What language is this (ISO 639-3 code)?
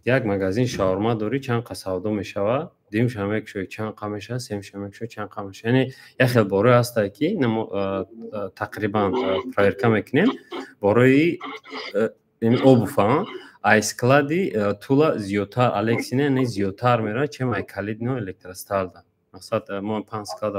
tgk